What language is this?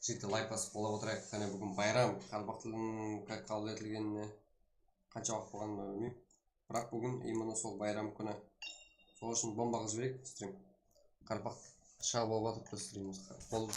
Kara-Kalpak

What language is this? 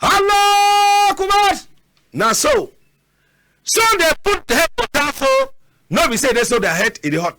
Cameroon Pidgin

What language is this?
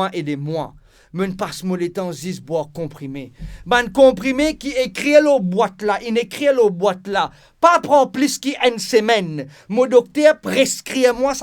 Morisyen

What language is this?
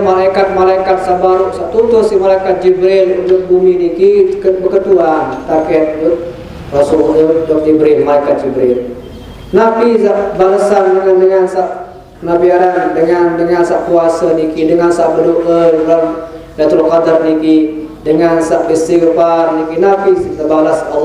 Sasak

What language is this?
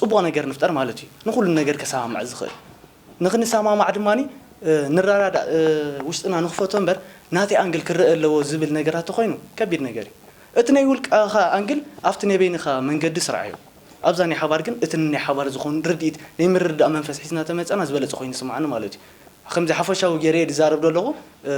Tigrinya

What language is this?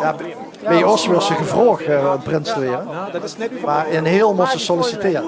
Limburgish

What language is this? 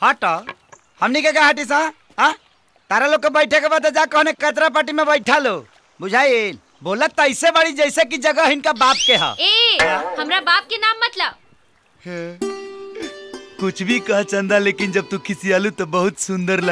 Bhojpuri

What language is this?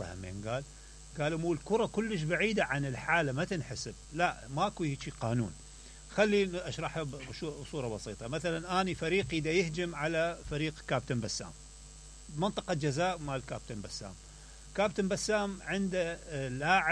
Mesopotamian Arabic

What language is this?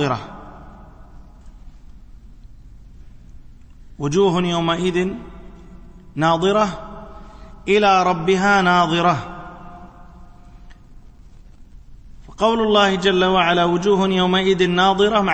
Arabic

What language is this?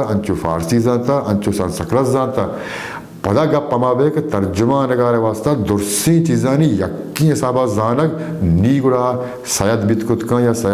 Baluchi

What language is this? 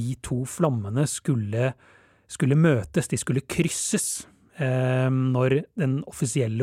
Norwegian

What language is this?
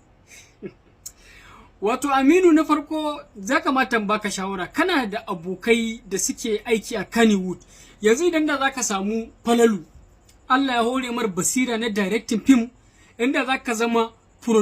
Hausa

